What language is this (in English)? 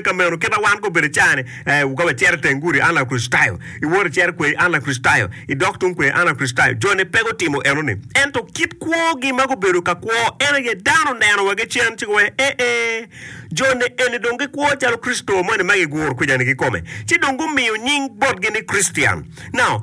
Acoli